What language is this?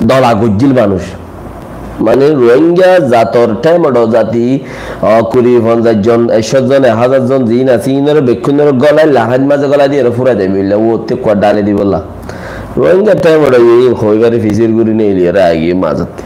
Rohingya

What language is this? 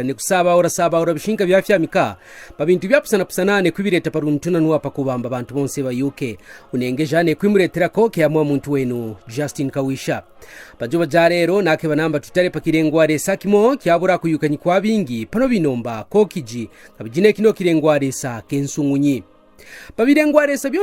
Kaonde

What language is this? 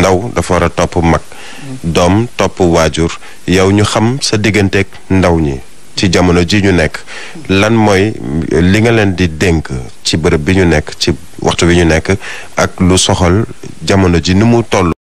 Wolof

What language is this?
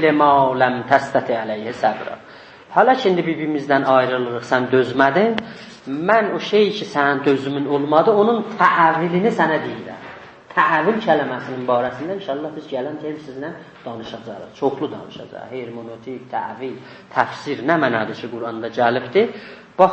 South Azerbaijani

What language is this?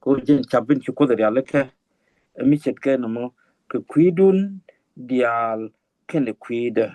Nuer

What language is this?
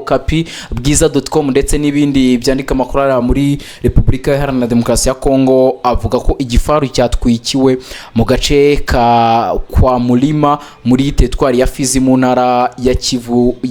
Kinyarwanda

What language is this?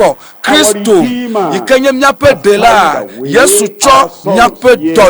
Ewe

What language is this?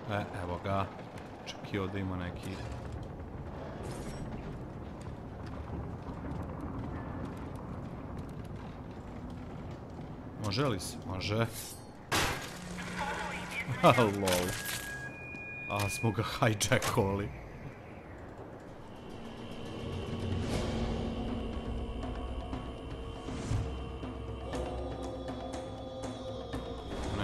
Serbian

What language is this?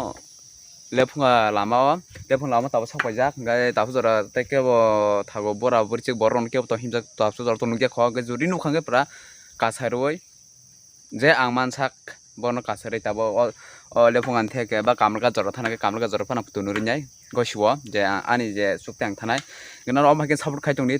Kok Borok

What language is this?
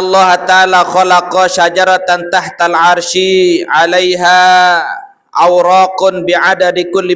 Sasak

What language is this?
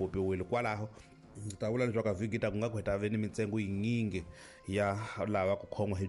Tsonga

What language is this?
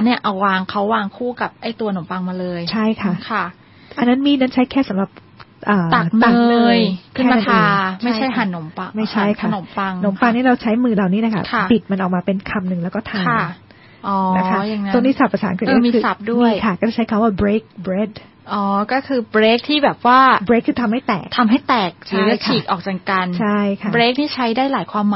Thai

